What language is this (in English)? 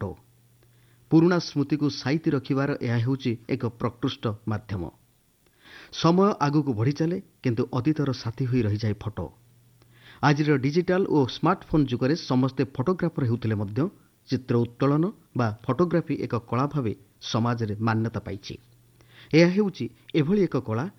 Odia